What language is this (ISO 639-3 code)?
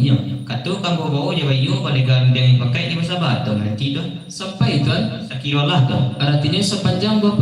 min